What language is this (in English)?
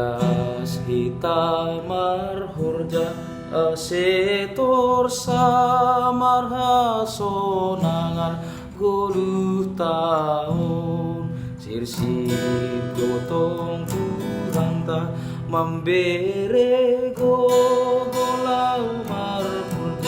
Batak Simalungun